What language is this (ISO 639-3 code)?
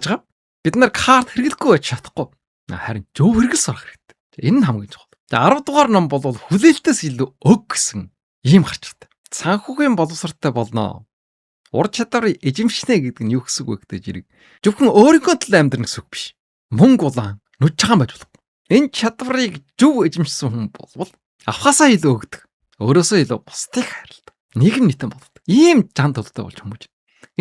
mon